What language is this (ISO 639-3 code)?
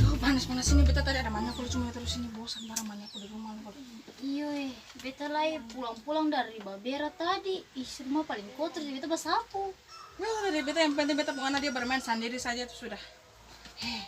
abs